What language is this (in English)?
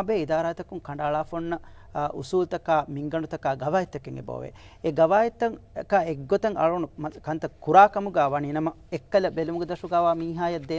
Divehi